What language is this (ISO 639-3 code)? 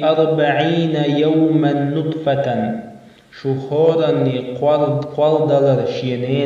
che